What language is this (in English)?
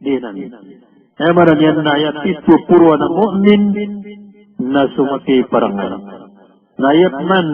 Maranao